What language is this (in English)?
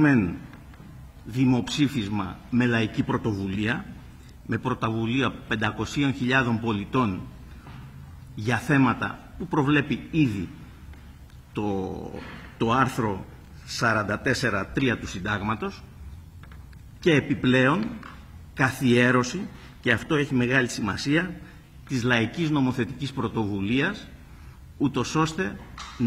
Greek